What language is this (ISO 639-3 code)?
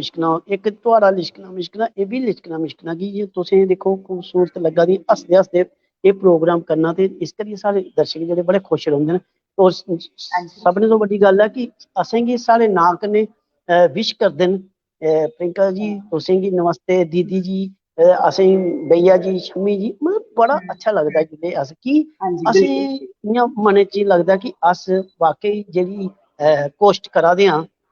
doi